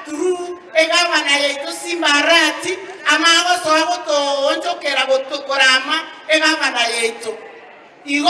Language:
Gusii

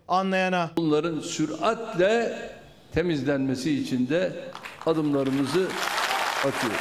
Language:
Turkish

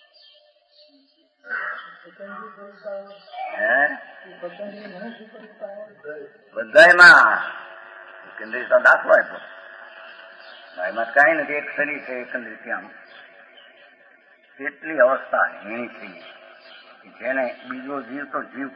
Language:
Gujarati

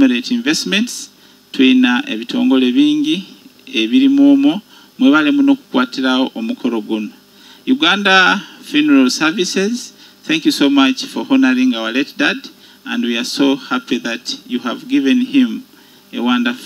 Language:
Nyoro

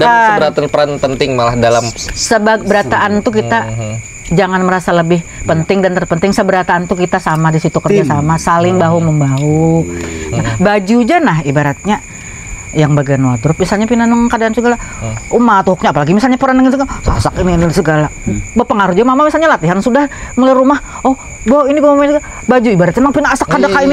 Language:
Banjar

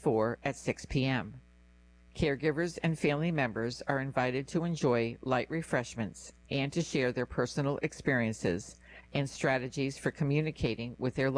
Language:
English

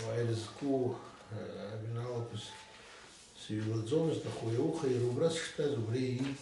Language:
Abkhazian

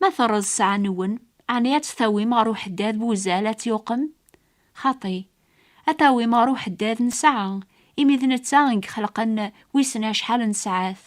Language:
Kabyle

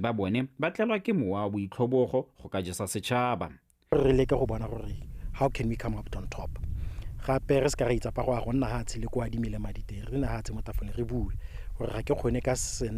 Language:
Tswana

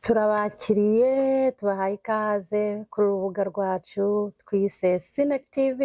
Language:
Kinyarwanda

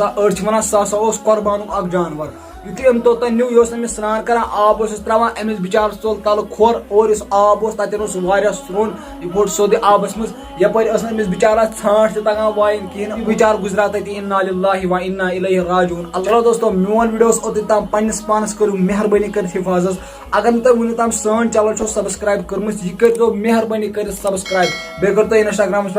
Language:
Kashmiri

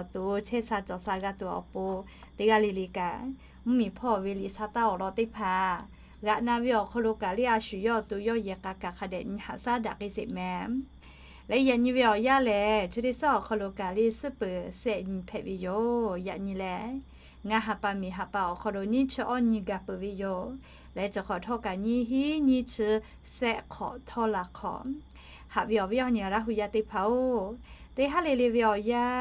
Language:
Lahu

